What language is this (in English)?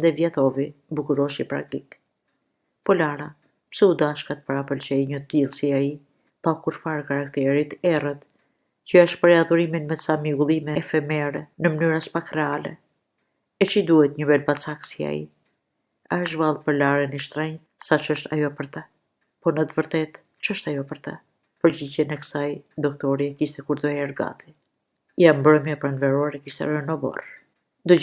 Albanian